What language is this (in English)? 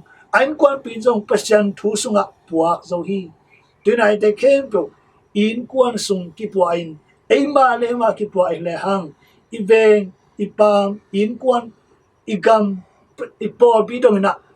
Tedim Chin